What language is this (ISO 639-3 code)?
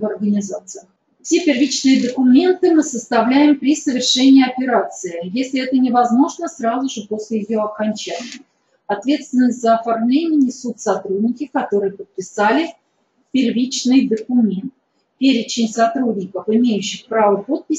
rus